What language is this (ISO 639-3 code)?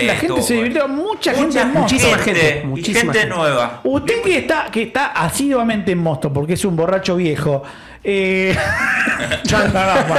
spa